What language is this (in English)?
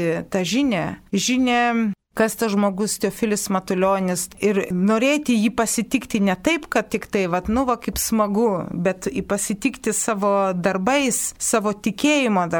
Lithuanian